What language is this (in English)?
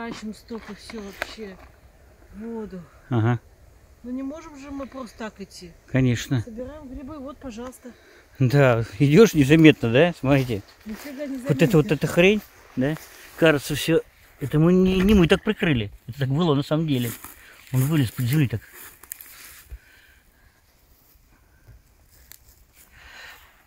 Russian